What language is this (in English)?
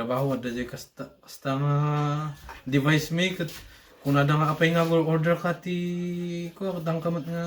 Iloko